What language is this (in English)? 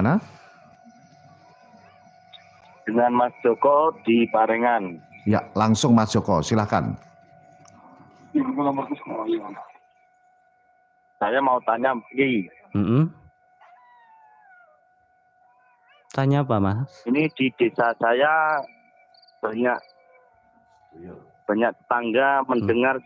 Indonesian